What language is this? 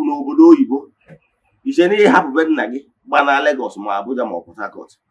Igbo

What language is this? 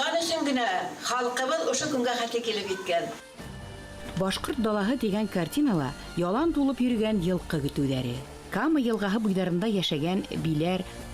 Bashkir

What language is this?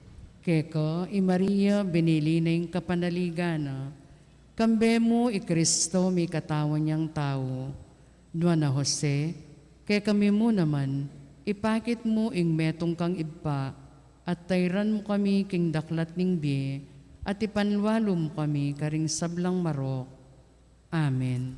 Pampanga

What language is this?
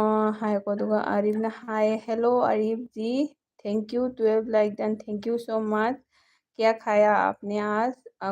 Manipuri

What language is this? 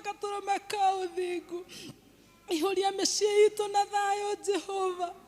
Kikuyu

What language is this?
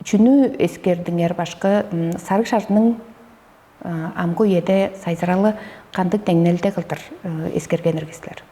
Tuvinian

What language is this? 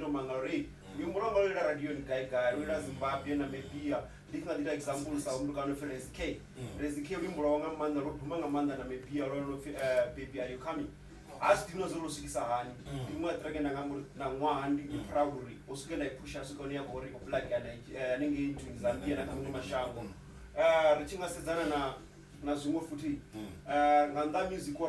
Venda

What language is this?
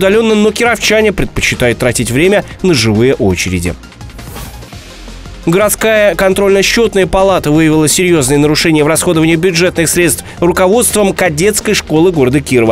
Russian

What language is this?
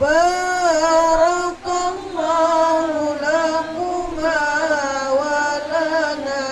Banjar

